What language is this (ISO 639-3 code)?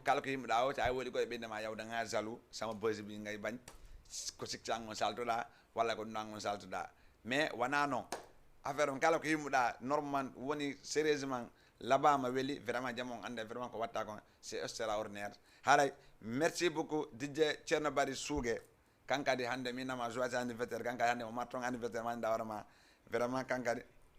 ful